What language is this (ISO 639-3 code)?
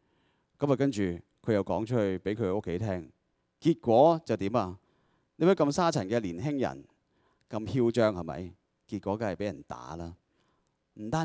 yue